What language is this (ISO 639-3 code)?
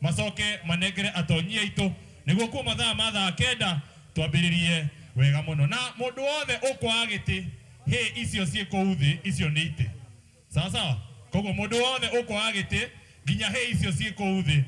kik